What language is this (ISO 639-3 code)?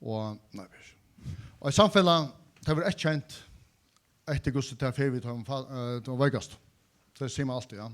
fao